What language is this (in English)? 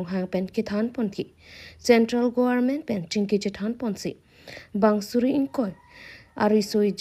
Karbi